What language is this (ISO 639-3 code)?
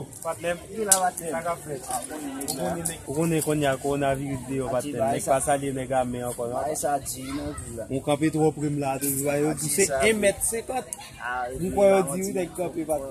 hat